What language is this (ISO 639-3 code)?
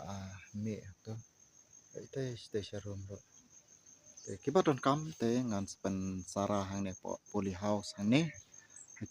kha